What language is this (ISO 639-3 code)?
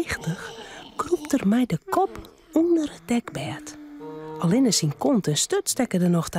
fry